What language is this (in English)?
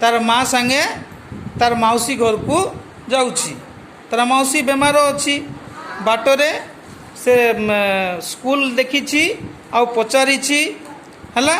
Odia